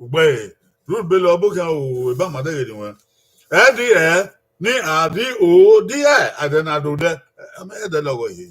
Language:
Bini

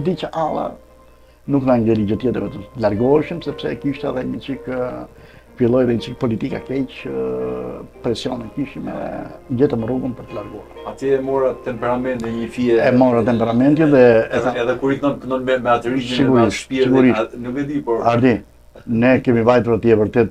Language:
Albanian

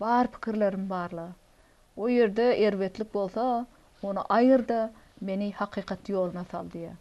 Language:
Turkmen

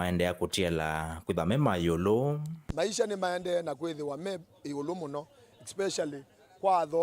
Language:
Kamba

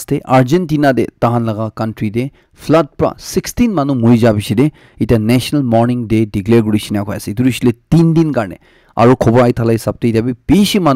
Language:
Naga Pidgin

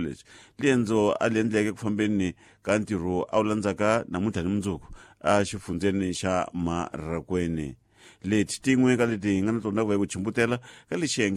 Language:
Tsonga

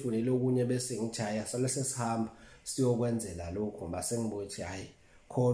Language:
Zulu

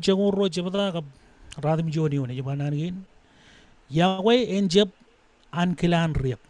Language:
Marshallese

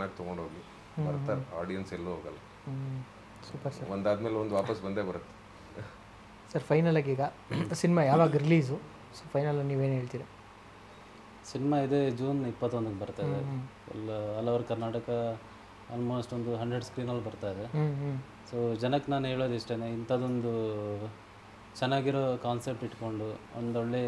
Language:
Kannada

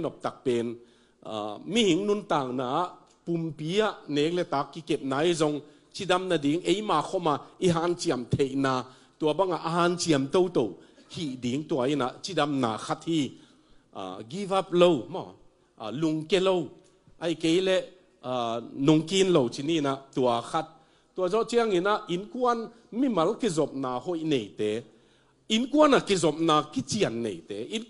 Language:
Tedim Chin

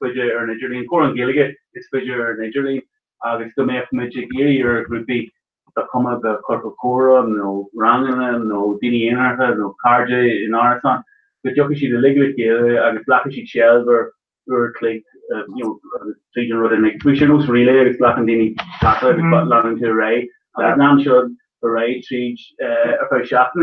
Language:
Irish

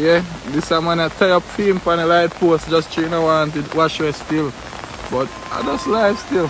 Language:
Jamaican Creole English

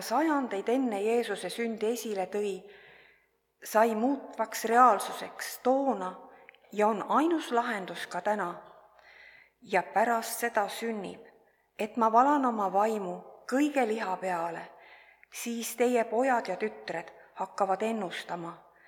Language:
Estonian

